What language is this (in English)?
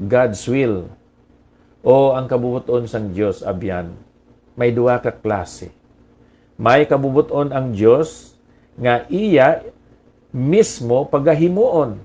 Hiligaynon